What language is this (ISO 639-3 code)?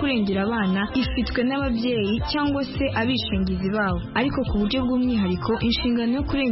kin